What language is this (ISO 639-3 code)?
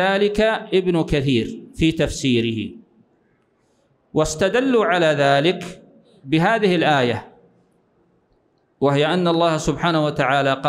ara